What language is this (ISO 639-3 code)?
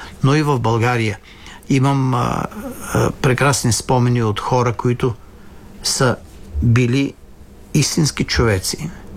bul